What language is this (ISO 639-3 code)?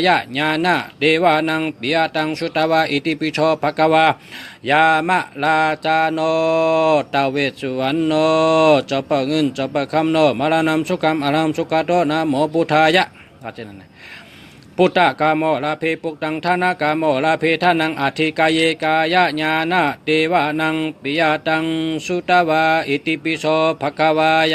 shn